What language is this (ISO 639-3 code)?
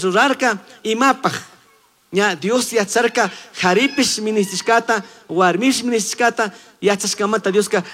qug